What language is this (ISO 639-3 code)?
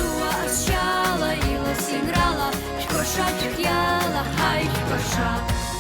abk